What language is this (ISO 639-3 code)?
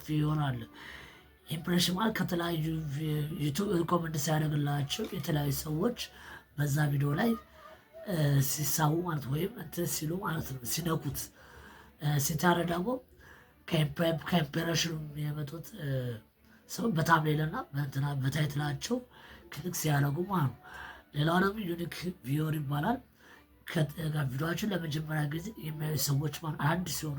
amh